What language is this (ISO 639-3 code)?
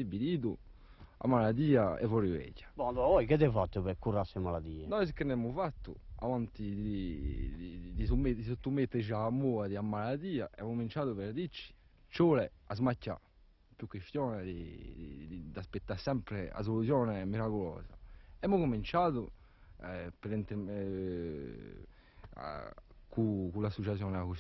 cos